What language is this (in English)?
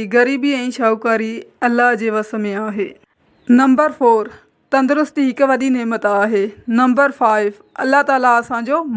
Sindhi